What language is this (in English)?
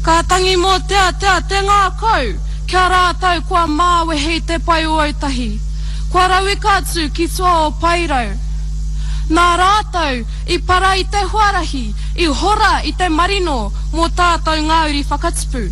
Māori